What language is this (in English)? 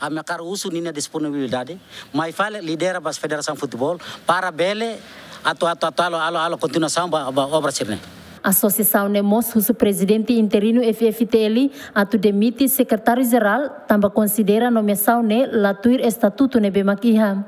Tetum